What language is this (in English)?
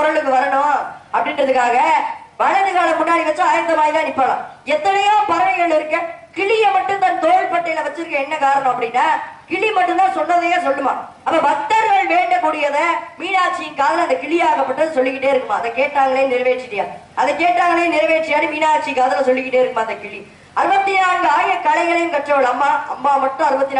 Tamil